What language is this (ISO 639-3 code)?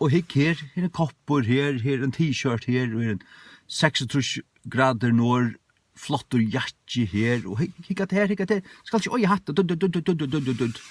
fao